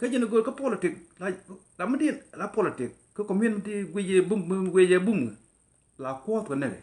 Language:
Nuer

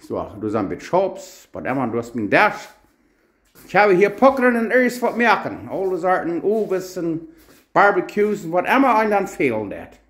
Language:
Plautdietsch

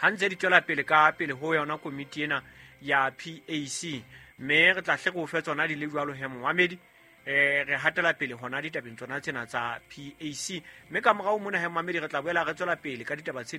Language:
Southern Sotho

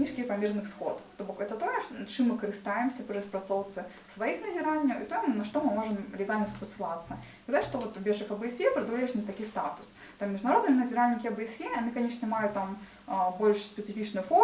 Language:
Belarusian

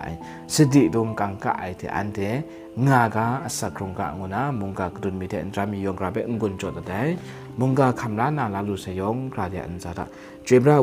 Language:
Kachin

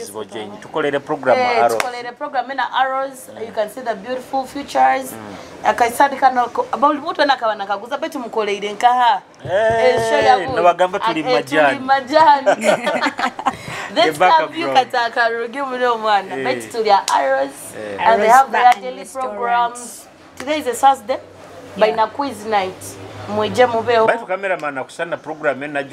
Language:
Nyoro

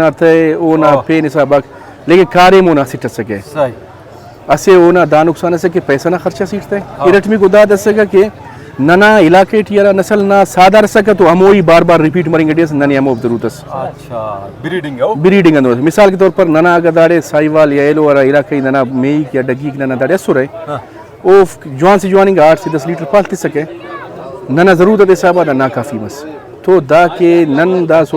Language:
Brahui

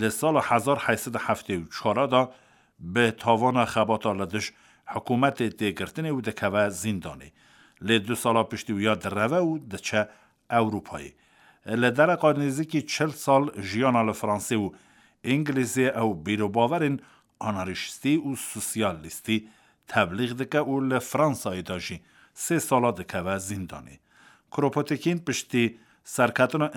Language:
Kurdish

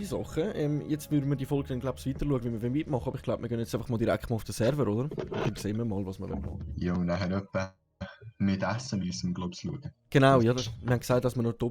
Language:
Swiss German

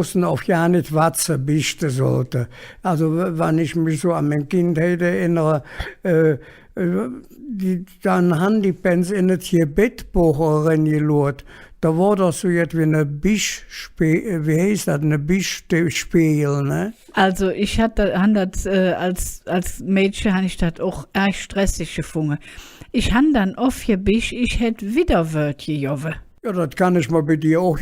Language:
Colognian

